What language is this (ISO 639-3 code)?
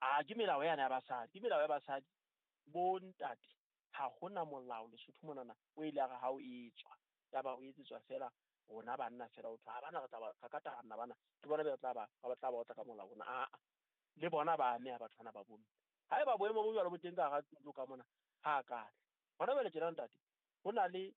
sot